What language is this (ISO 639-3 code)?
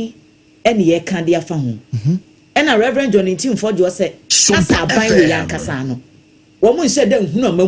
aka